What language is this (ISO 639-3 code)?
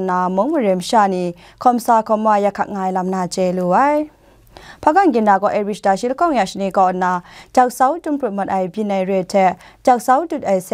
kac